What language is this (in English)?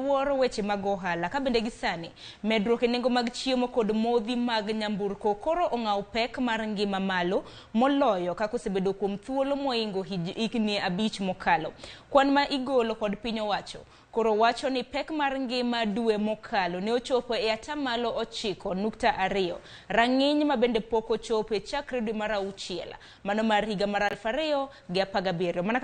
Luo (Kenya and Tanzania)